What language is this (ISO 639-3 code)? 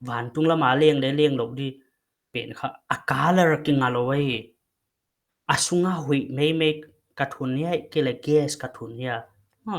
pck